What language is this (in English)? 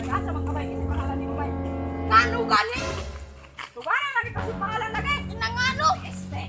Cebuano